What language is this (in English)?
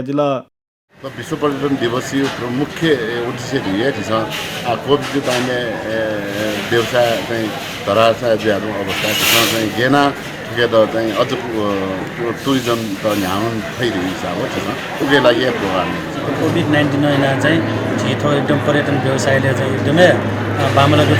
Newari